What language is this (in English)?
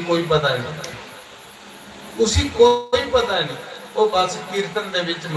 Dogri